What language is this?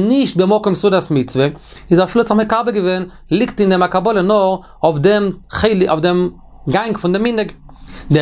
Yiddish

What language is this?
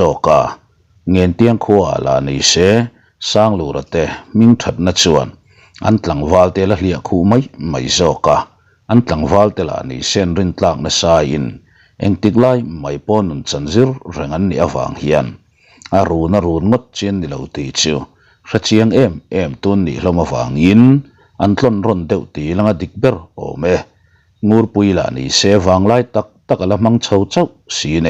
Mizo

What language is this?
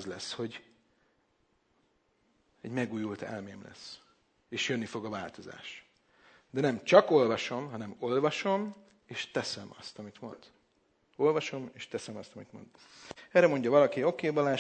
Hungarian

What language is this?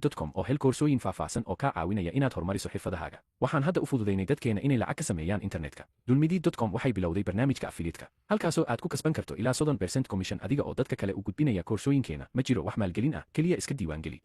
Somali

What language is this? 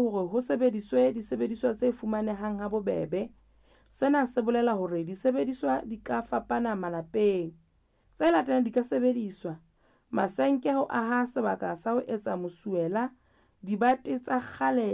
Southern Sotho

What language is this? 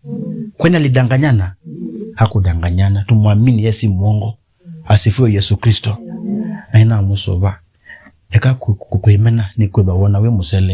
Kamba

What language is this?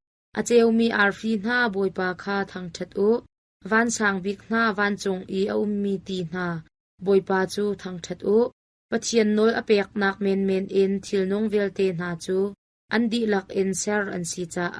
Hakha Chin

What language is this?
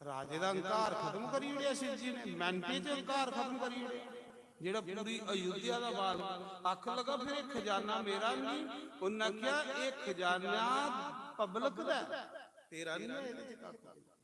Dogri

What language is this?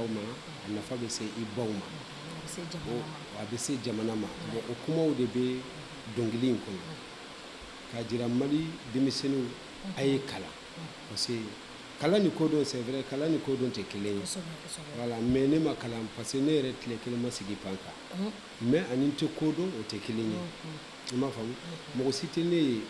Bambara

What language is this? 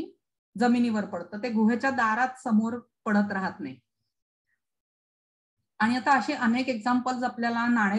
Marathi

